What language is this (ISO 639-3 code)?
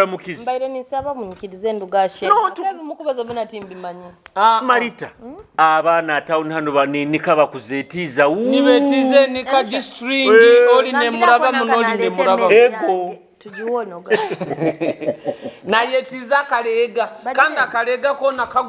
nyo